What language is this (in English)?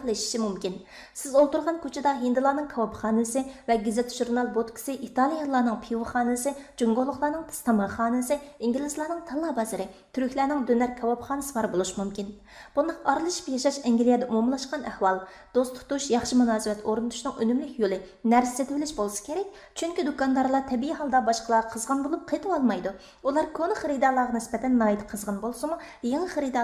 Uyghur